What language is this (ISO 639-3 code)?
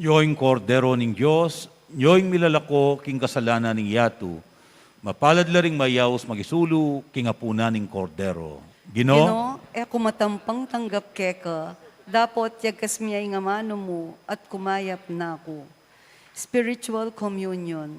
pam